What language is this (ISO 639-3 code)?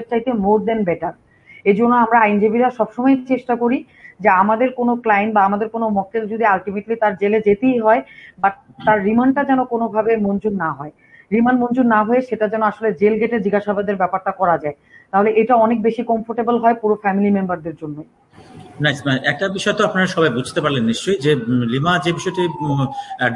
ben